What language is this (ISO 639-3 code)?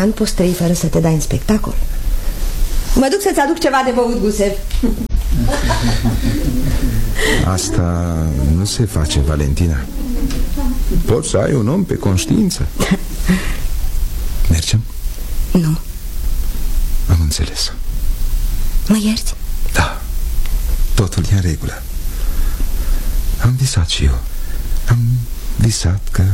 ron